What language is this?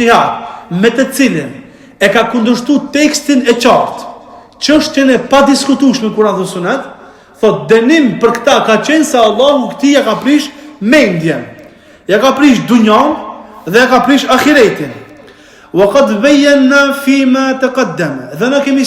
Albanian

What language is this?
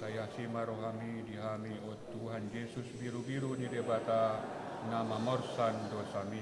Batak Toba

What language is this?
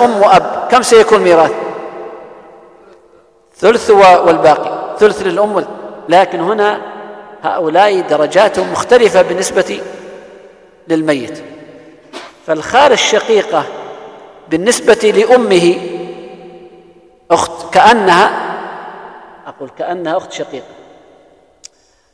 Arabic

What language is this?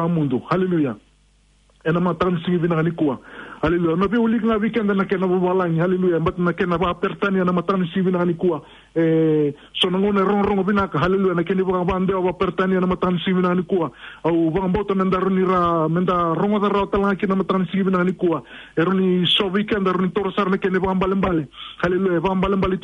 Fijian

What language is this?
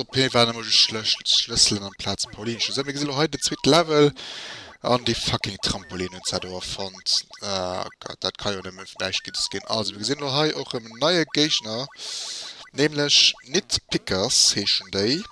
Luxembourgish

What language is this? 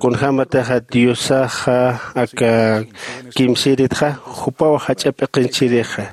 Aymara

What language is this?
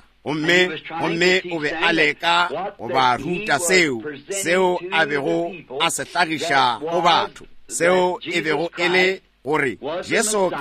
Northern Sotho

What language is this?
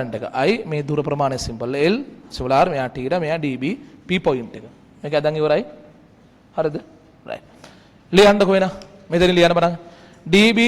Sinhala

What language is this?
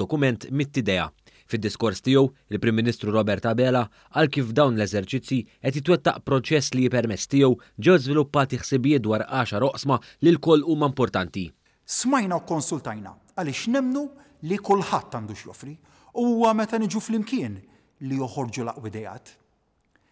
Maltese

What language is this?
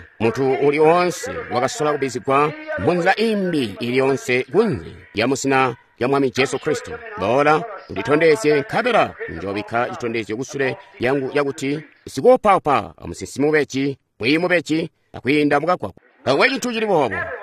Tonga (Zambia)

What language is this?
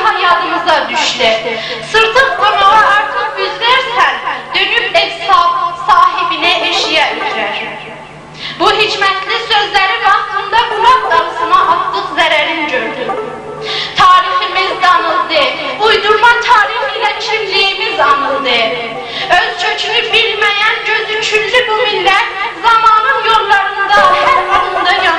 South Azerbaijani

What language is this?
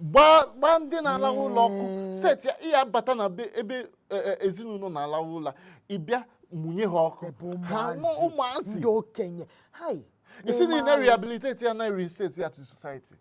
Igbo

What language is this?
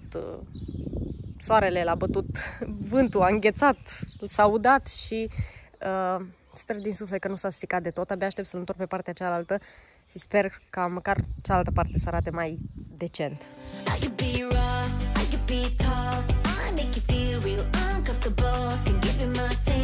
Romanian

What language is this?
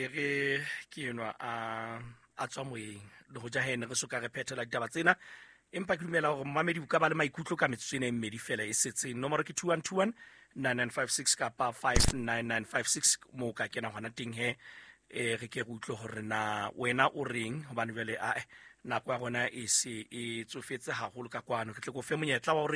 Southern Sotho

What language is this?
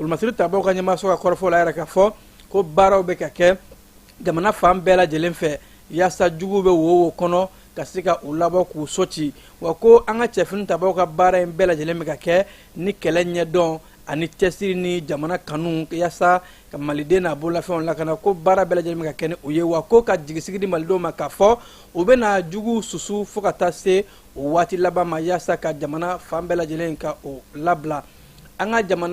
Bambara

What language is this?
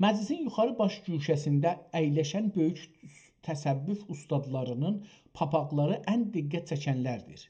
South Azerbaijani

